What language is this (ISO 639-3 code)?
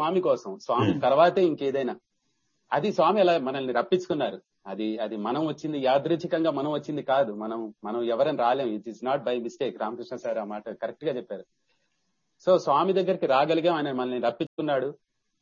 tel